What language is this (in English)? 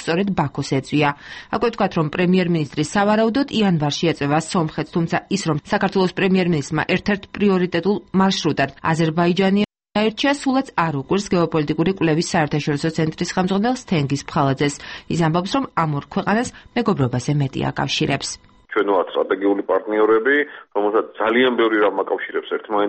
Georgian